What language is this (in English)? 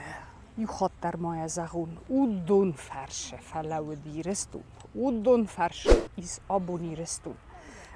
Ossetic